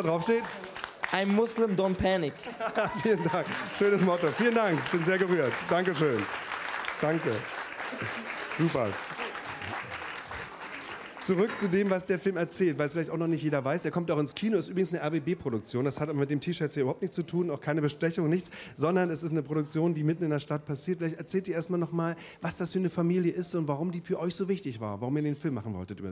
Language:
German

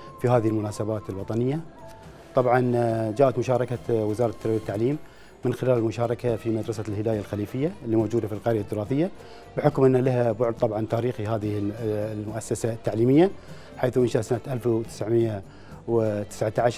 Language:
Arabic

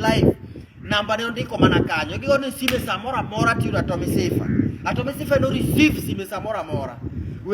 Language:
Luo (Kenya and Tanzania)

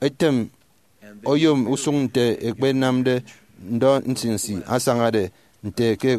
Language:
Efik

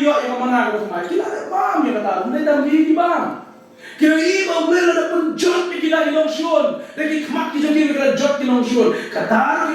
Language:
Khasi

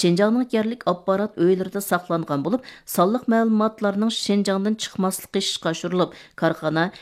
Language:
Uyghur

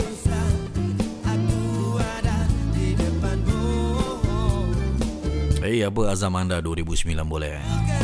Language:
Malay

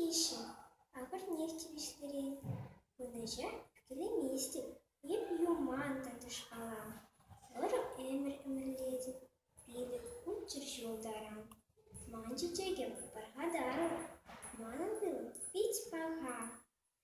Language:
Chuvash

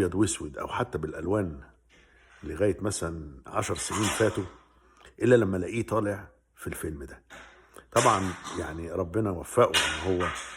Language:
Egyptian Arabic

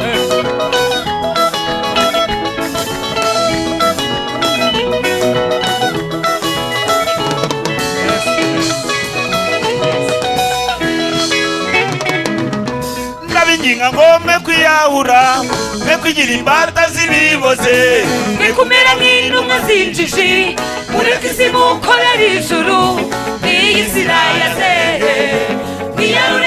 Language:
Kinyarwanda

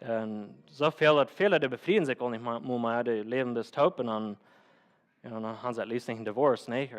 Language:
Plautdietsch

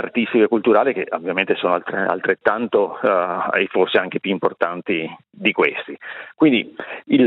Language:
Italian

